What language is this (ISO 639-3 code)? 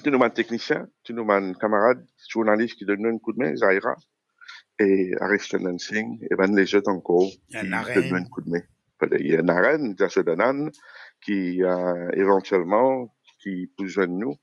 mfe